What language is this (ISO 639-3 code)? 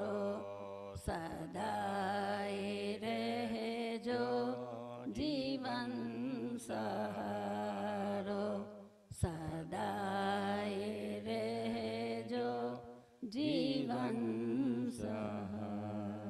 guj